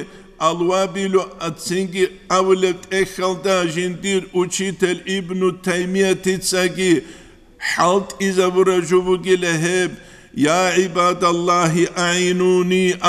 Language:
Avaric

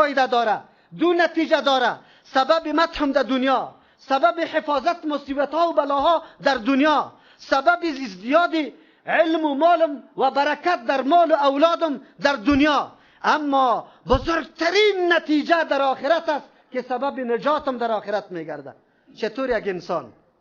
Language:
Persian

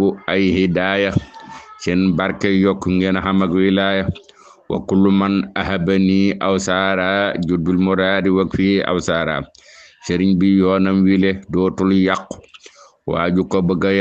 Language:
Wolof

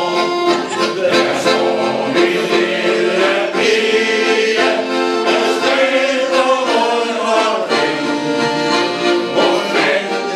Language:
Danish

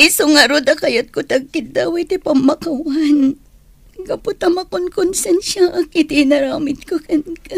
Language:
Iloko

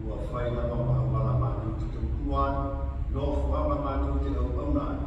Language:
Samoan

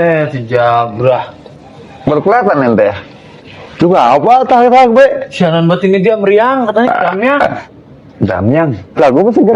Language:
Betawi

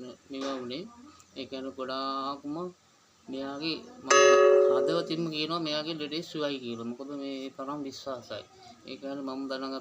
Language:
Sinhala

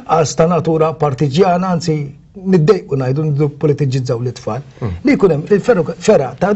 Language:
Maltese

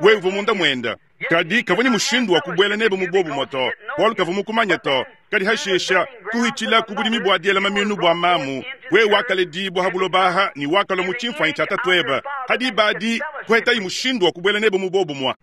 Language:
Luba-Lulua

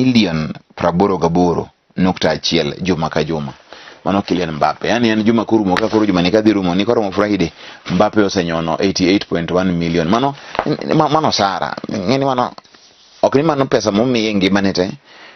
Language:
Luo (Kenya and Tanzania)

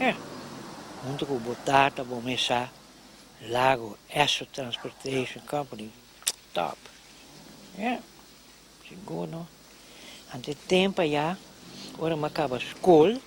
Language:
Papiamento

